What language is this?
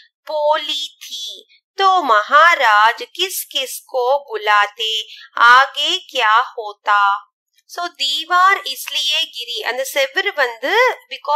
Tamil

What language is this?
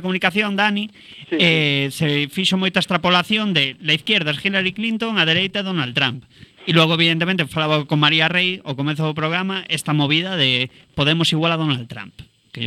Galician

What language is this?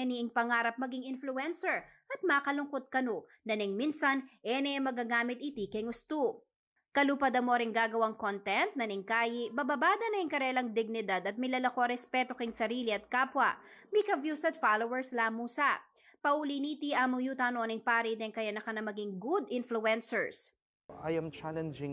Pampanga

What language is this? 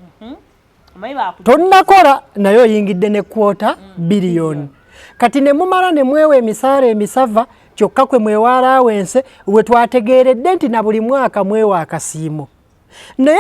Ganda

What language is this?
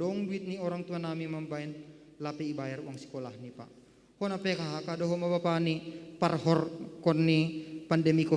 Batak Simalungun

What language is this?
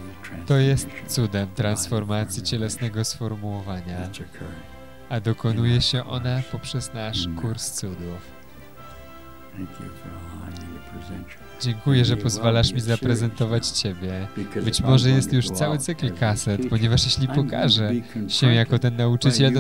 Polish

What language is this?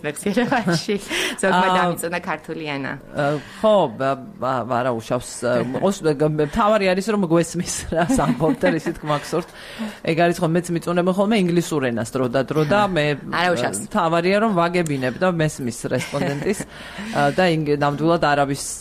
Georgian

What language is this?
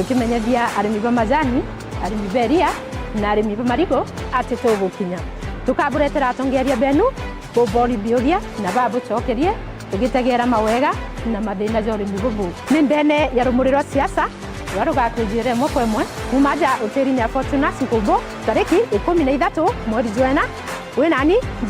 Meru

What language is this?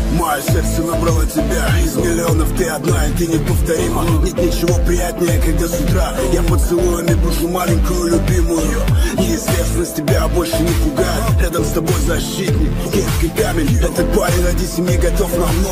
Russian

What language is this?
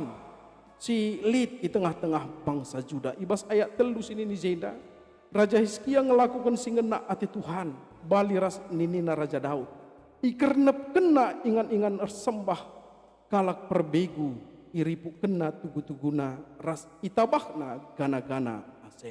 Batak Karo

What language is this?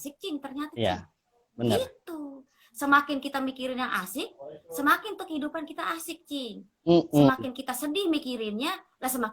Betawi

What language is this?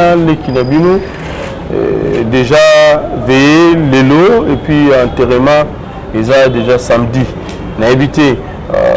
Lingala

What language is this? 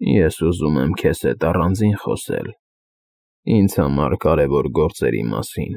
Armenian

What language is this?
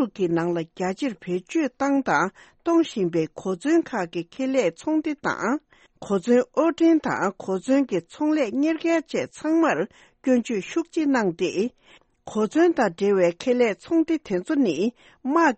Tibetan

